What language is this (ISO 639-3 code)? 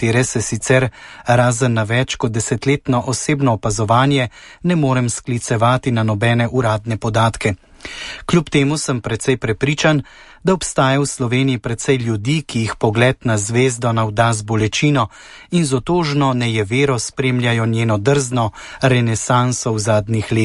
slv